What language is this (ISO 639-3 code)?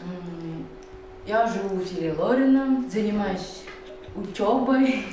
ckt